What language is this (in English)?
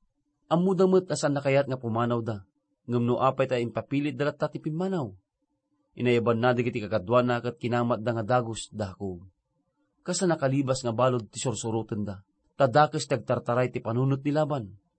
Iloko